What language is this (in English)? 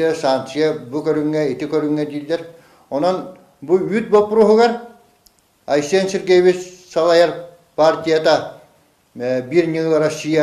Yakut